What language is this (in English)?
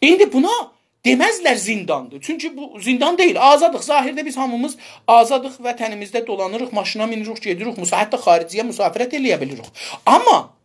South Azerbaijani